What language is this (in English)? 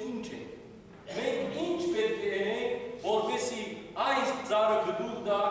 Western Armenian